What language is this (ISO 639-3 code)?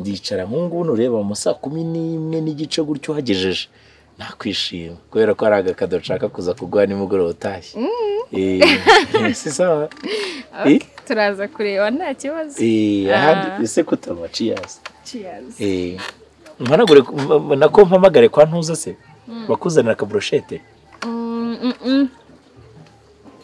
kin